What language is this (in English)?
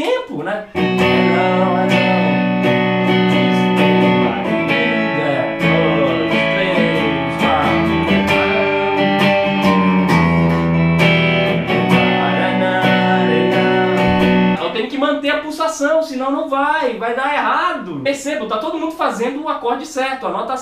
Portuguese